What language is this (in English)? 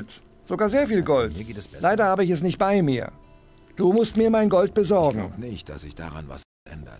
Bavarian